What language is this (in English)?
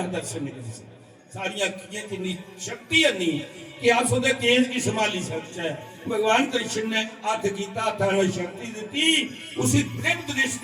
Dogri